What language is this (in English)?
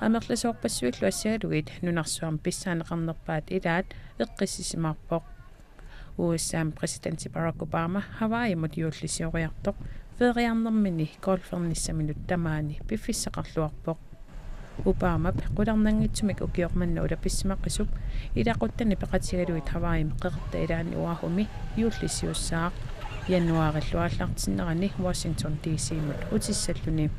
Kalaallisut